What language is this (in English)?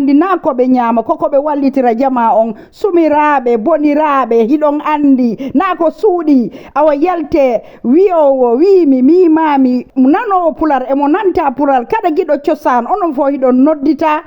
Fula